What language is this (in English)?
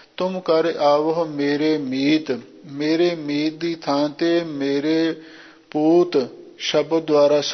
Punjabi